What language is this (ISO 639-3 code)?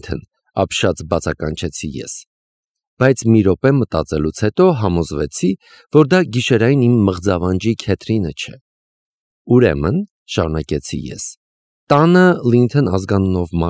hye